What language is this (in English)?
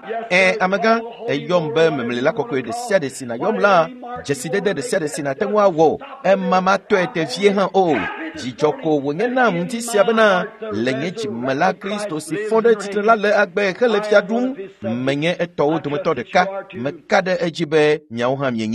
Ewe